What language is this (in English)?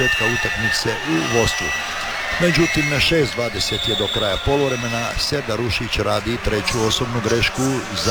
Croatian